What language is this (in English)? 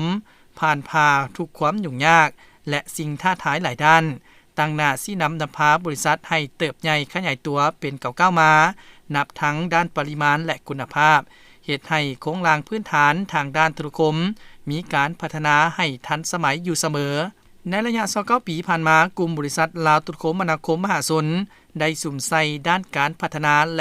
Lao